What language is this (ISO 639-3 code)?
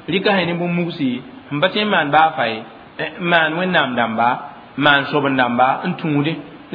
mos